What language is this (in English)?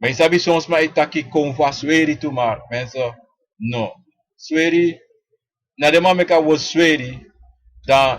Sranan Tongo